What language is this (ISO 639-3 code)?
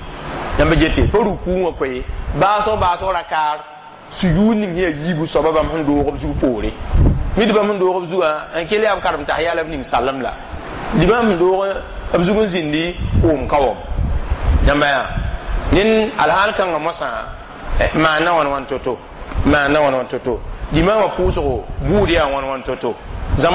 mos